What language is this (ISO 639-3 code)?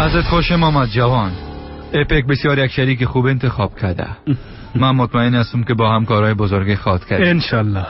fas